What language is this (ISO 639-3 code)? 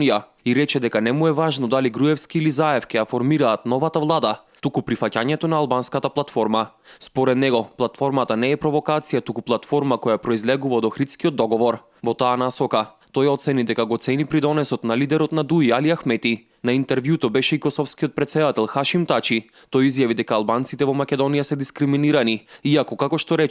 mkd